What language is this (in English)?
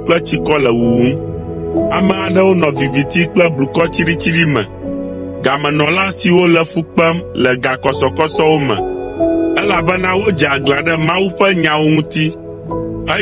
Ewe